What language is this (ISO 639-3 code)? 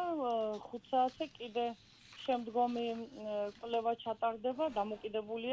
kat